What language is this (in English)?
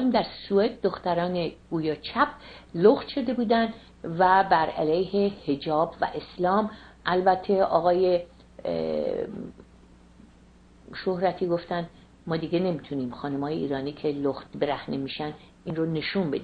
Persian